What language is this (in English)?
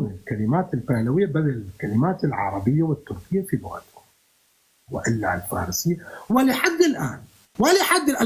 North Levantine Arabic